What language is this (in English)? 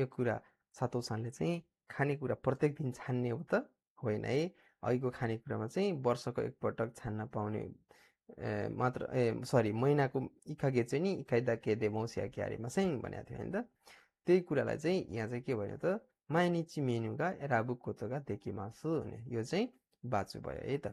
Nepali